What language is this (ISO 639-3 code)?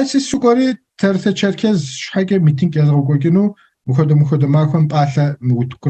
kbd